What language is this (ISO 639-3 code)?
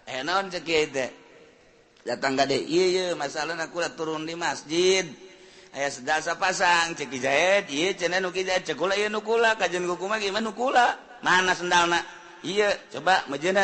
sun